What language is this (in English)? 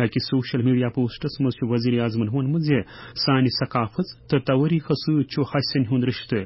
Kashmiri